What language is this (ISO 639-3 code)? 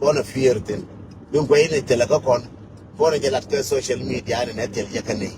nus